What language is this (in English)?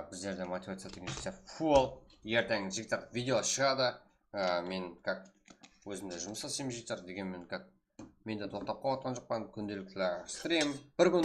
Kara-Kalpak